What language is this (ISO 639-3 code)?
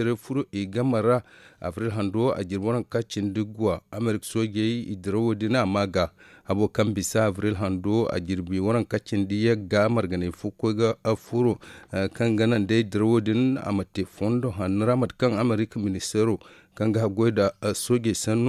dje